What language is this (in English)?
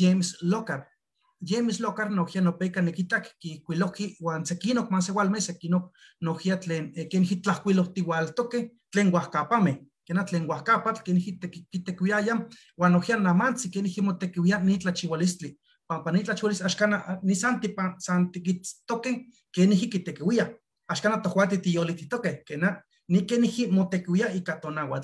Eastern Huasteca Nahuatl